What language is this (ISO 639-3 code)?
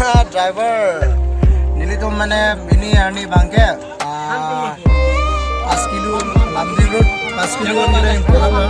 mjw